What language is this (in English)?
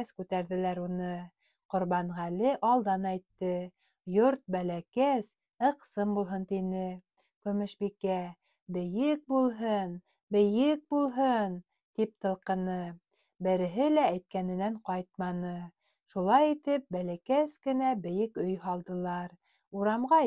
Bashkir